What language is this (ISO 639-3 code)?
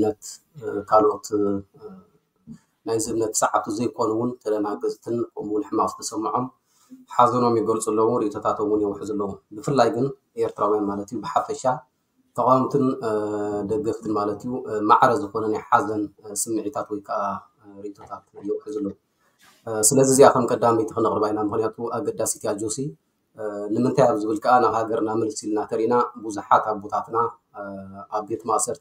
tir